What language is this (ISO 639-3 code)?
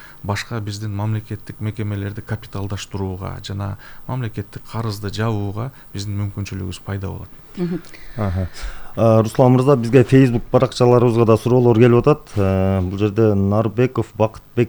kir